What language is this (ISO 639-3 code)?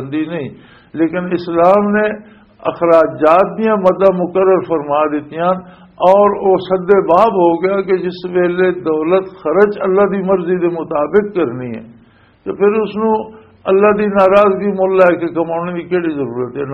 lah